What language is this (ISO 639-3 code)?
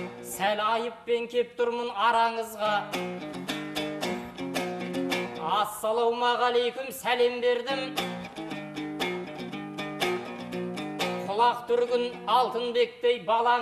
kaz